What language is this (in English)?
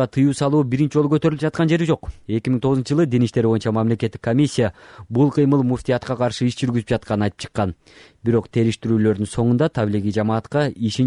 Kyrgyz